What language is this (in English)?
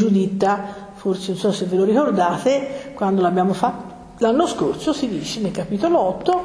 Italian